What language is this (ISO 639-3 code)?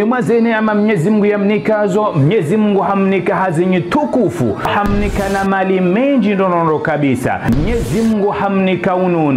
zdj